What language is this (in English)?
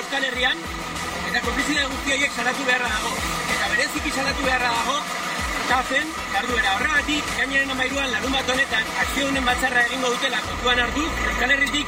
Basque